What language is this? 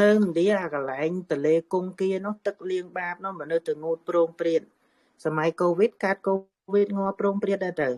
Khmer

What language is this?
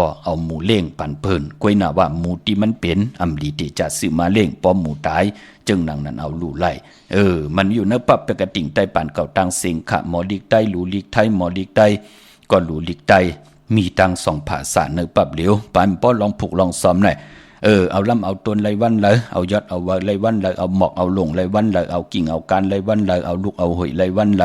Shan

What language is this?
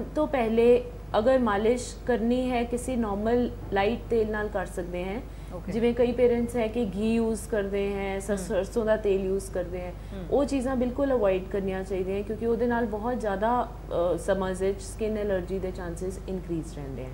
Punjabi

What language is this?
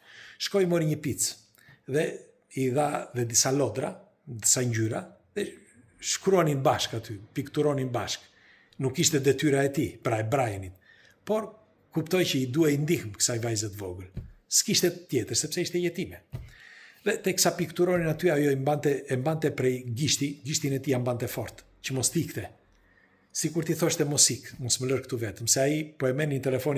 Albanian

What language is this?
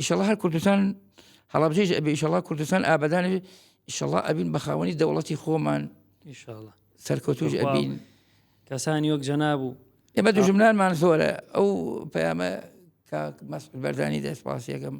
Central Kurdish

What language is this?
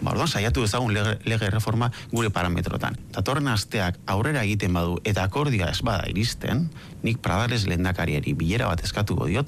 Basque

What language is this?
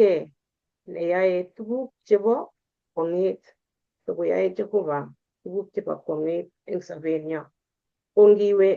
Kalenjin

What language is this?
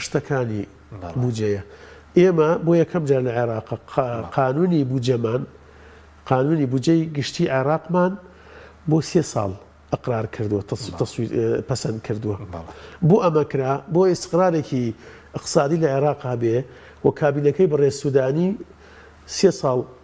Central Kurdish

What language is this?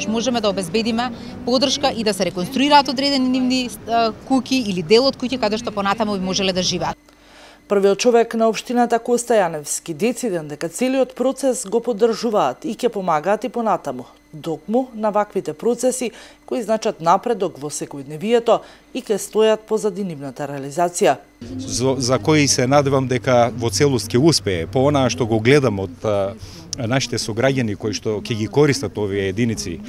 Macedonian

